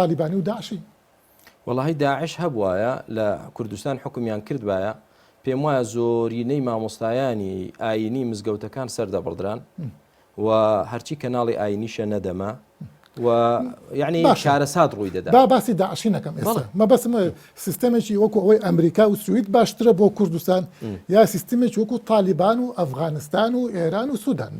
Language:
Central Kurdish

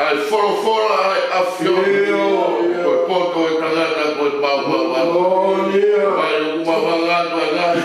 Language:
Tongan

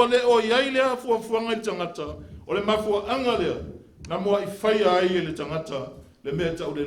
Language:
Samoan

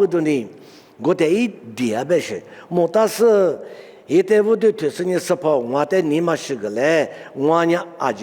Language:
Lisu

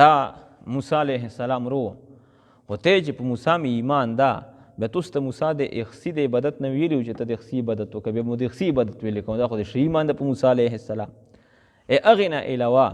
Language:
Pashto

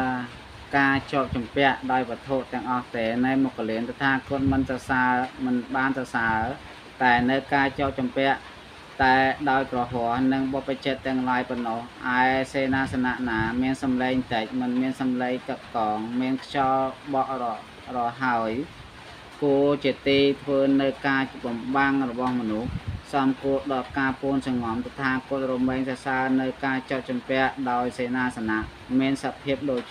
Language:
Khmer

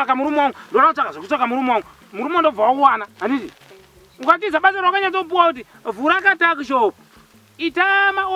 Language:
Shona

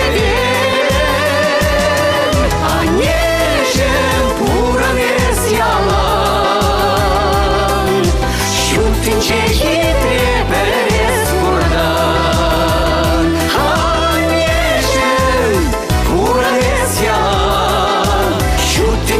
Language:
Chuvash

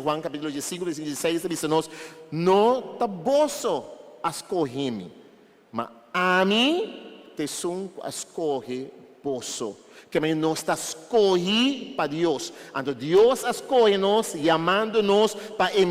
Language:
Papiamento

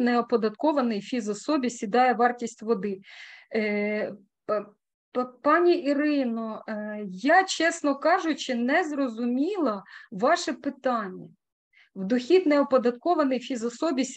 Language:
Ukrainian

